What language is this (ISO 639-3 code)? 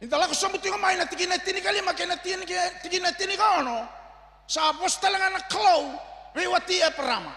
fij